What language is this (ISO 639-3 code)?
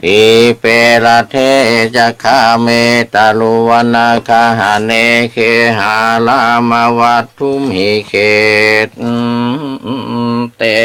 pli